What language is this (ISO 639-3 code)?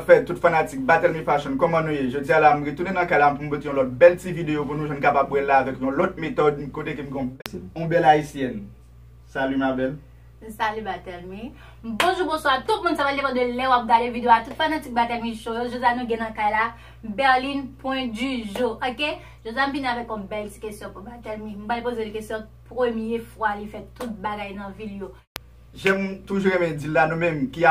hat